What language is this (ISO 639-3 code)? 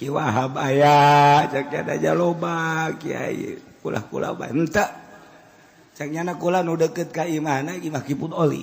sun